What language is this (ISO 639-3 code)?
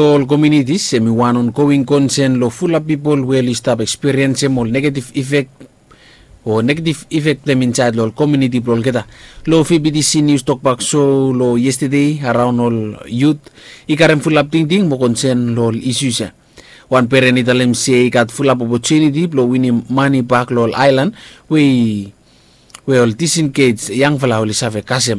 bis